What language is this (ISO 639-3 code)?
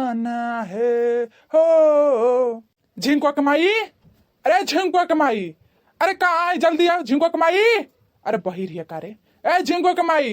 bho